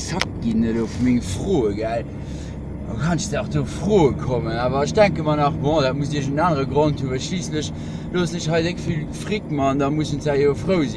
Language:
Luxembourgish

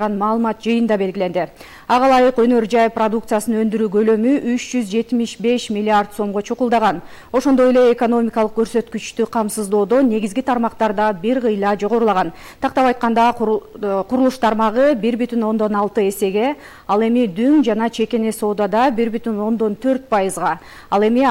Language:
Kyrgyz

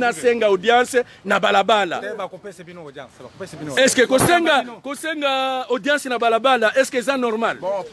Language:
Lingala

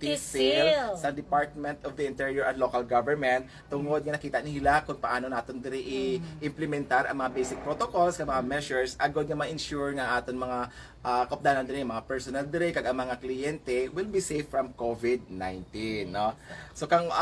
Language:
Hiligaynon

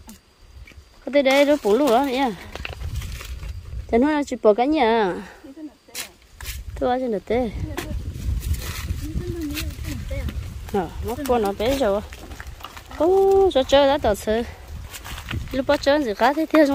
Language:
Vietnamese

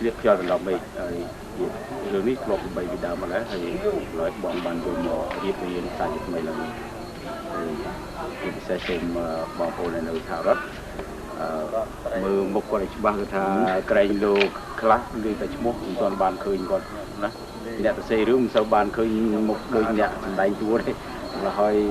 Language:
Khmer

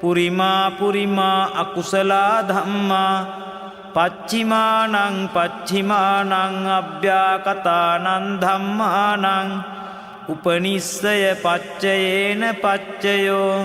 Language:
Pali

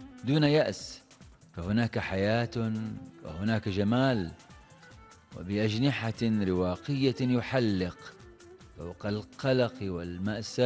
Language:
Arabic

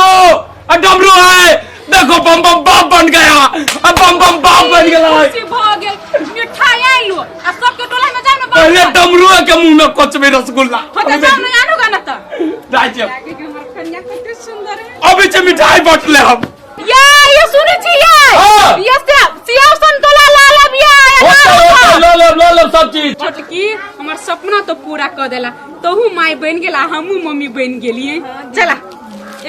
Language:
Maithili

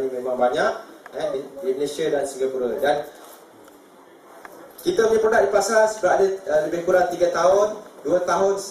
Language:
Malay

